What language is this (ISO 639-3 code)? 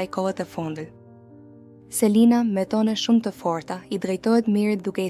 sqi